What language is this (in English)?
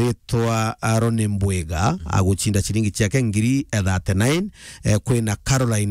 Meru